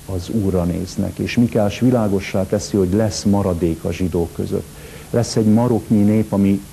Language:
Hungarian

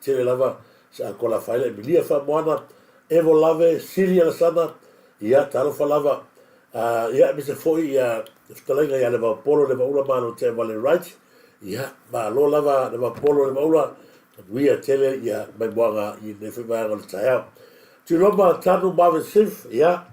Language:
Samoan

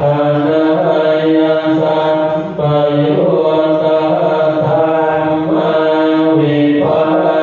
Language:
Pali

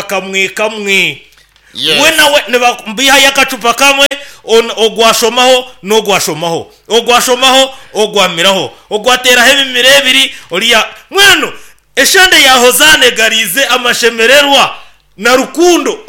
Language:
Nyankole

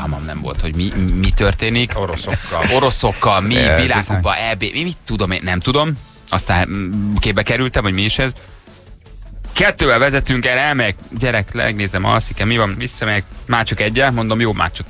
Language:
Hungarian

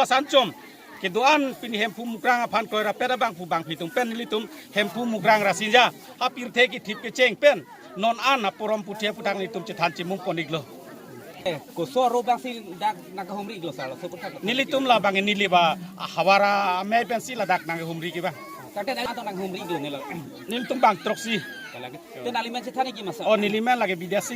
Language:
Karbi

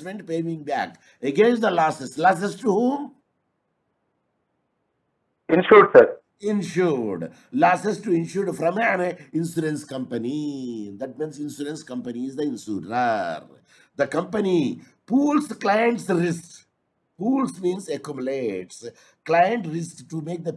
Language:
English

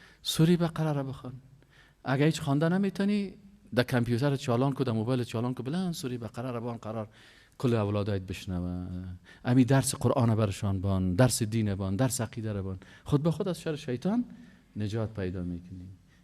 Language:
Persian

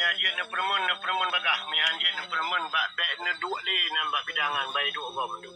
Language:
Achinese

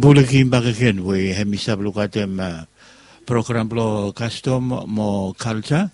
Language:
Bislama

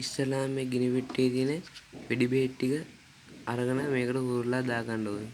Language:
Sinhala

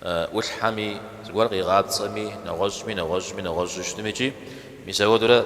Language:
Kabardian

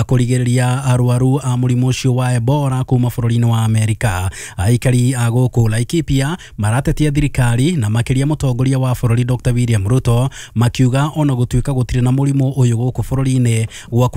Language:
Kikuyu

